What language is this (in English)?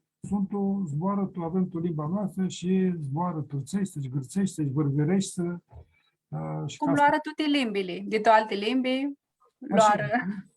Aromanian